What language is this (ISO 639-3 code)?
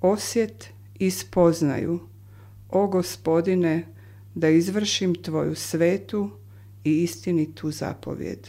hrv